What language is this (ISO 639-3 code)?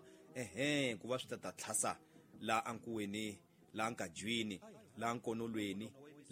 tso